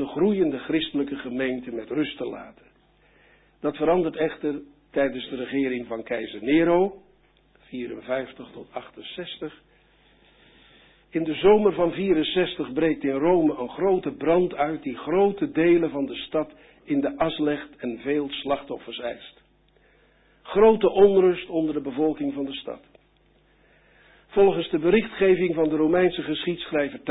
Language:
Dutch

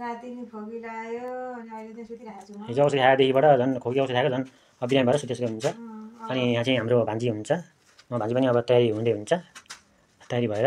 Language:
Nepali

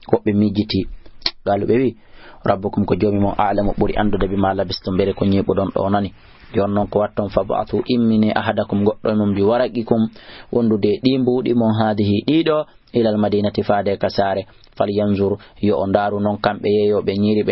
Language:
Fula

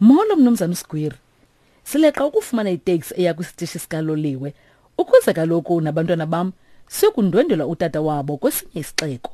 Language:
Xhosa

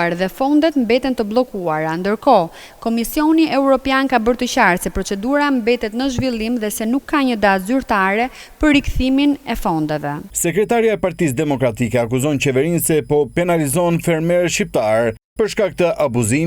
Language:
Albanian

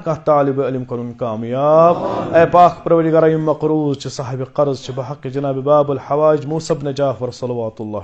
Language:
Kashmiri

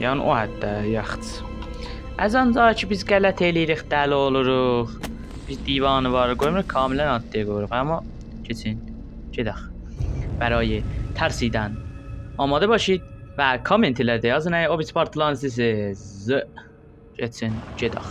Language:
South Azerbaijani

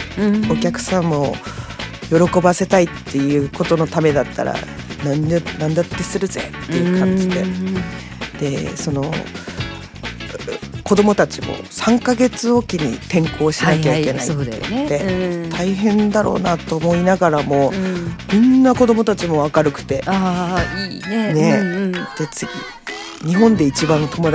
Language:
Japanese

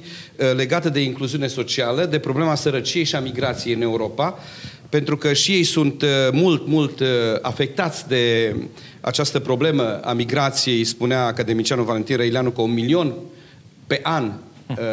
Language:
Romanian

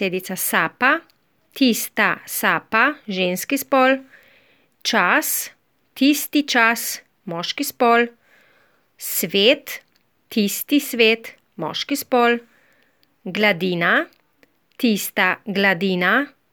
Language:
Slovenian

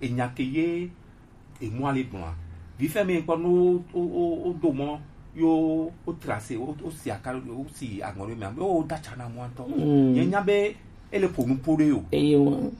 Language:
Gen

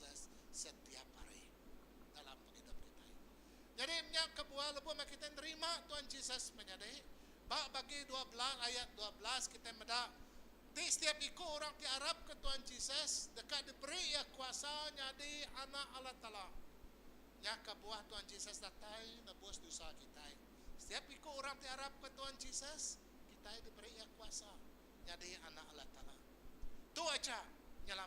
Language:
Iban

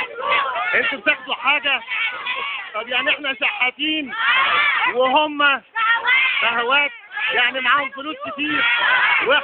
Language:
Egyptian Arabic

